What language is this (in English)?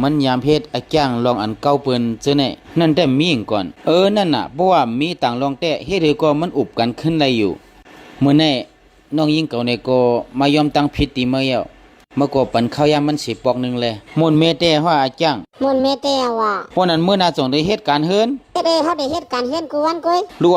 Shan